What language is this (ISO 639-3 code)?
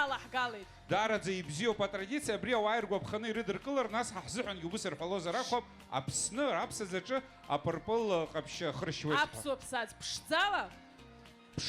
abk